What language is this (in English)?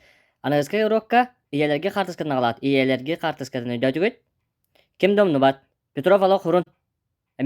Yakut